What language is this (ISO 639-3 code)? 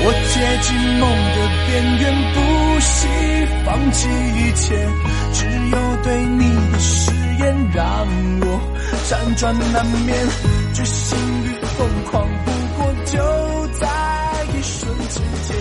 yue